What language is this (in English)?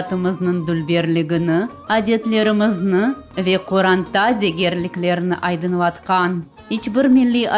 Crimean Tatar